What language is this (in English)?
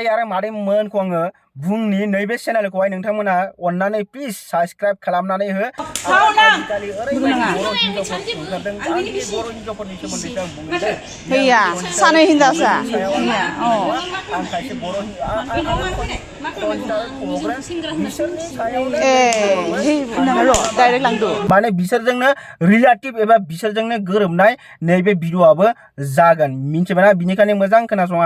Bodo